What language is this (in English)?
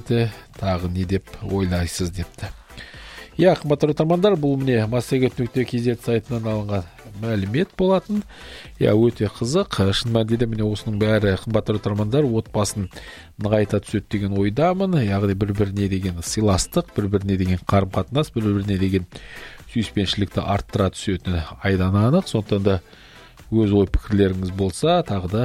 Kazakh